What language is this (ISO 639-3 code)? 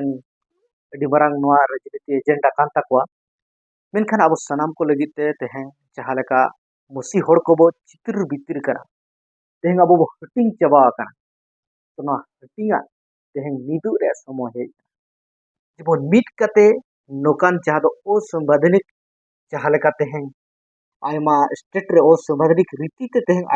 sat